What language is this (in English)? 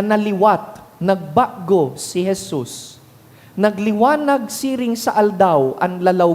Bikol